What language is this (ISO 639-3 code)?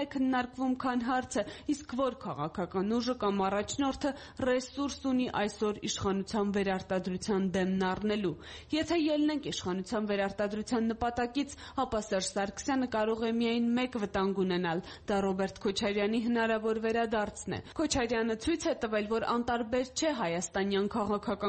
hye